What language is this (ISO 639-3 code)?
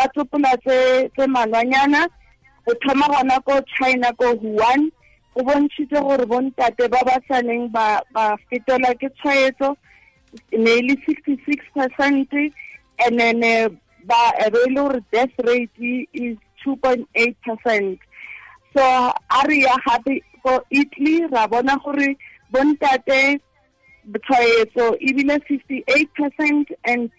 tsn